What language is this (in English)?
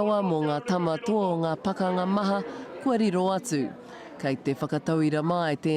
Māori